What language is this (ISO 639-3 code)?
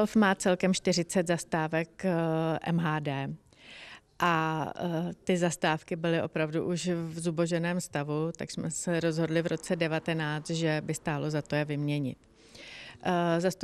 ces